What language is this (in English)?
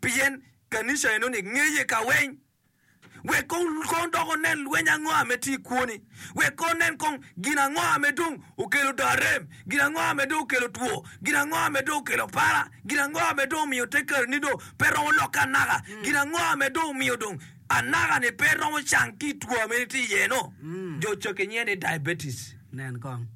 Acoli